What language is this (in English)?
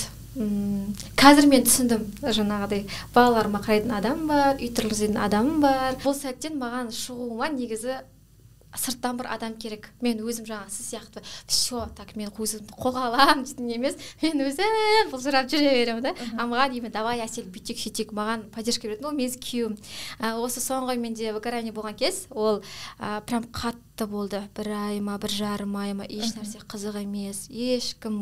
Kazakh